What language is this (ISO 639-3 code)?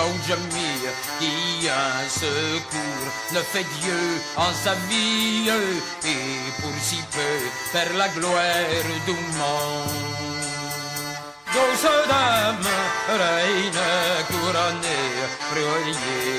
fra